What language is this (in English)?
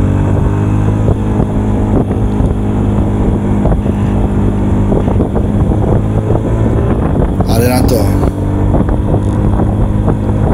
Czech